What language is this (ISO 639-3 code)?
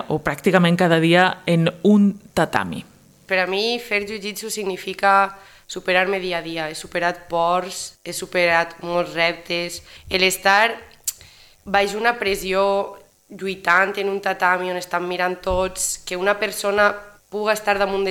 cat